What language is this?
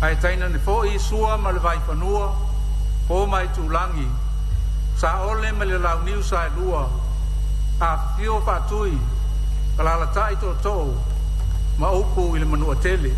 Samoan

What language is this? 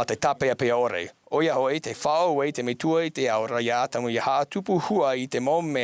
Tahitian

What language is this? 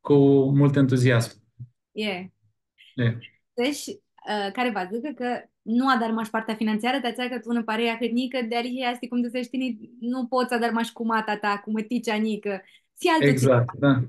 Aromanian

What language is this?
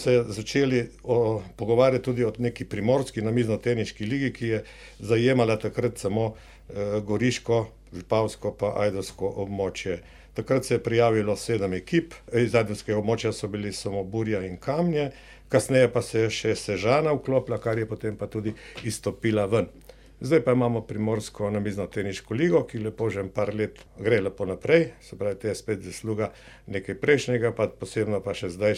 Slovenian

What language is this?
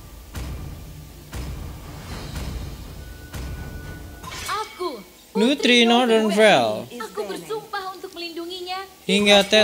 Indonesian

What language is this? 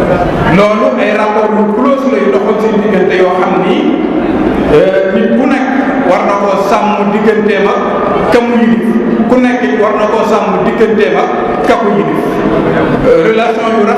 Wolof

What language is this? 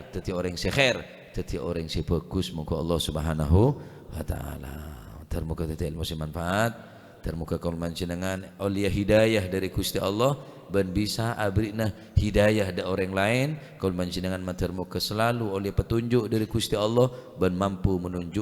Madurese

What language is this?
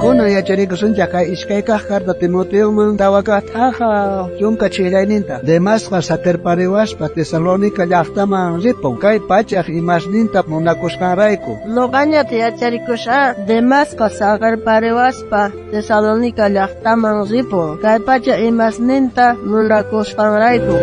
South Bolivian Quechua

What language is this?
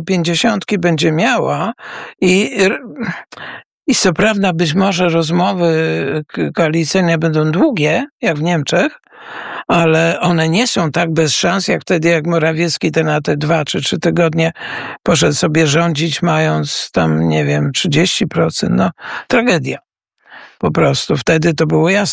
Polish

